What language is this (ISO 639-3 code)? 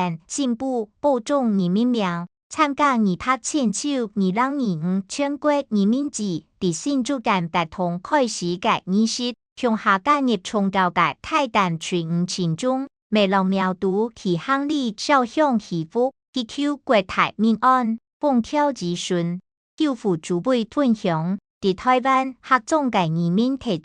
hak